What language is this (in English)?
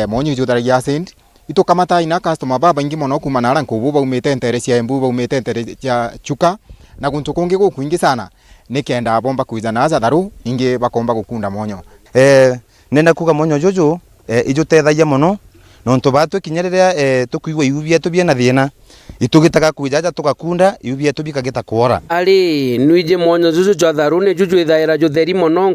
Meru